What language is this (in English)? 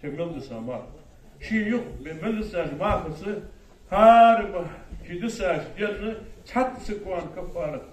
Ingush